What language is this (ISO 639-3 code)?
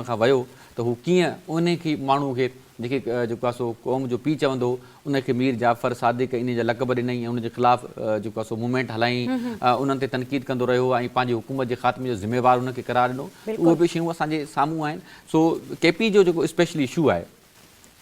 snd